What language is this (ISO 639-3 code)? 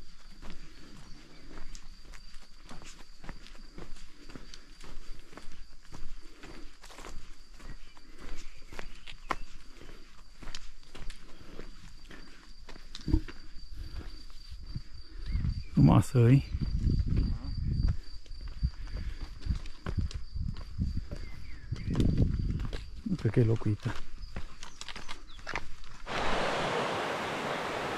ron